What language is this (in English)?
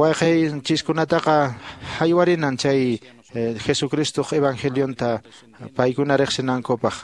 Quechua